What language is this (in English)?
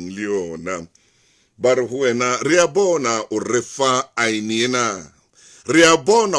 Southern Sotho